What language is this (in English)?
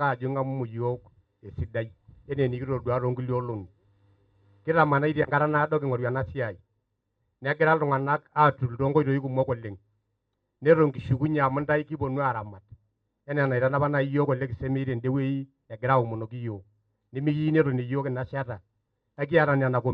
Masai